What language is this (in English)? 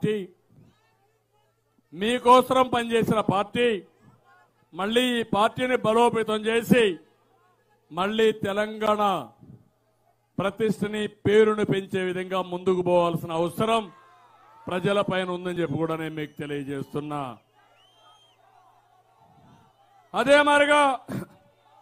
Telugu